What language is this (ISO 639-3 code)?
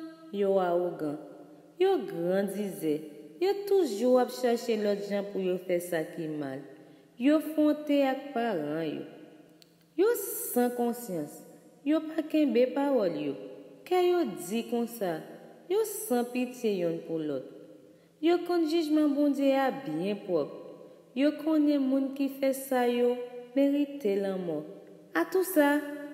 hat